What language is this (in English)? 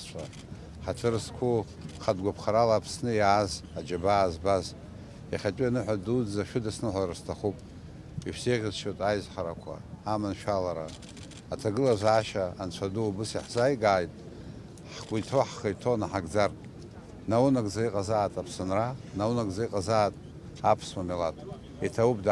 Abkhazian